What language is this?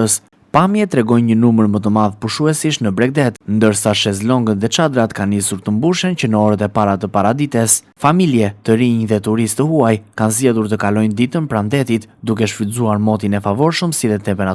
Albanian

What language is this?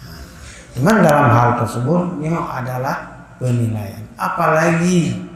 Achinese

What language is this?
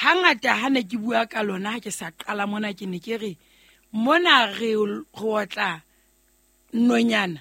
Southern Sotho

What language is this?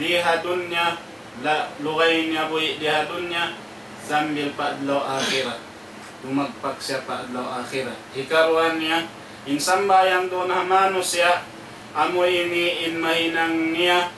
Tausug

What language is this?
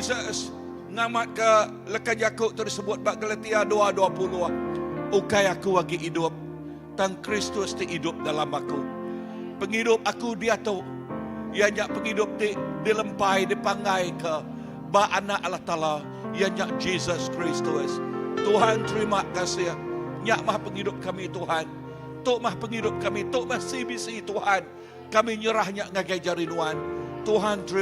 Iban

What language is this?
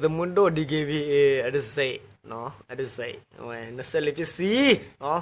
S'gaw Karen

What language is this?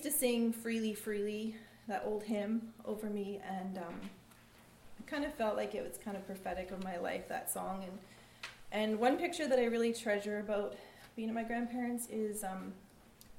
English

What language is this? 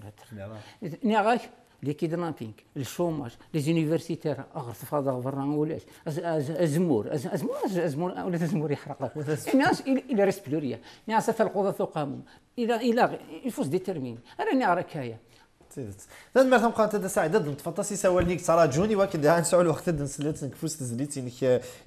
Kabyle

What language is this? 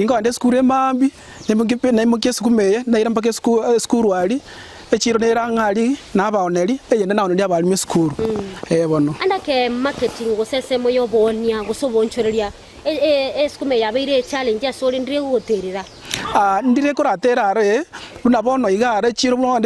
Gusii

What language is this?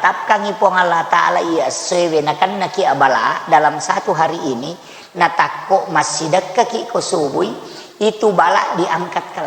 Buginese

